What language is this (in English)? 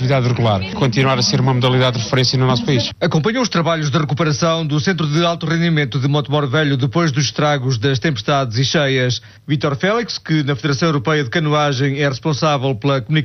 Portuguese